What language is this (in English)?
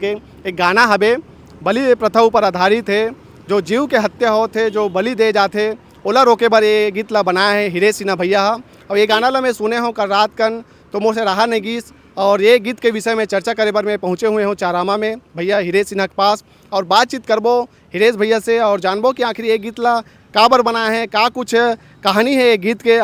Chhattisgarhi